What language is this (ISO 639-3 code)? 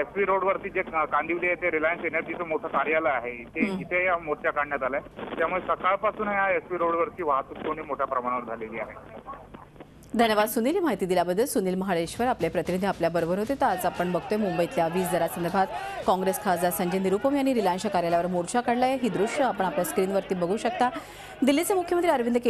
mar